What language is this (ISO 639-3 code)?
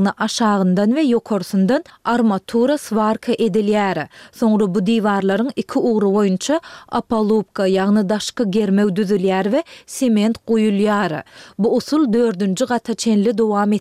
tuk